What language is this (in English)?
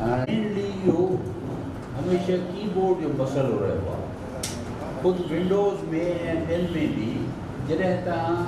Sindhi